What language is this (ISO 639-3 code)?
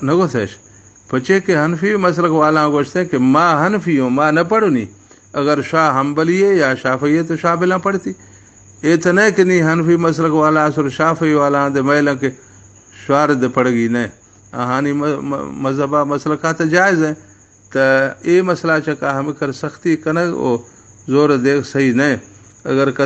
bal